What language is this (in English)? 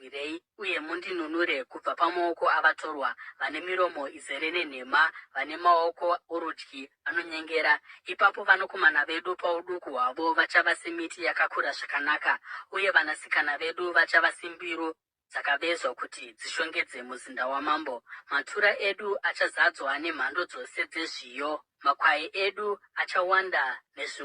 Shona